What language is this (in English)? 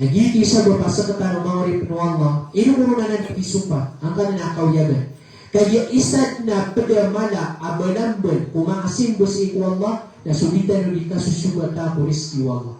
Maranao